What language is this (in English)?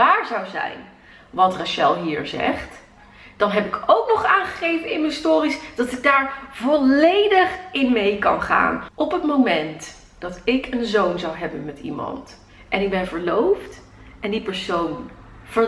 Dutch